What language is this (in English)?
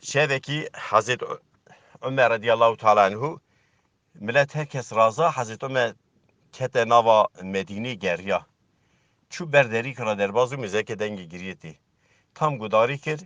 Kurdish